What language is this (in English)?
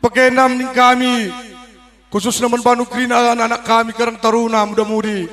Batak Karo